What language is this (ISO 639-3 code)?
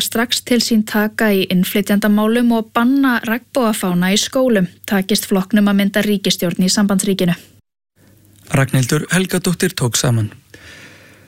isl